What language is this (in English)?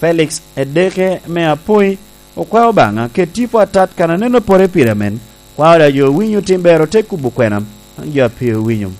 Lango (Uganda)